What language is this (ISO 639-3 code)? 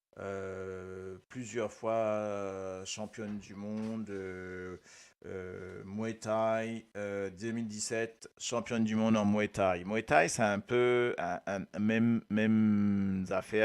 mfe